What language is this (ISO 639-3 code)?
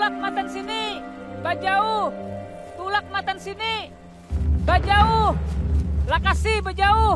bjn